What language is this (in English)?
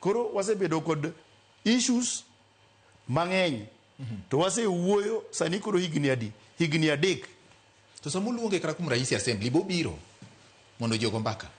Luo (Kenya and Tanzania)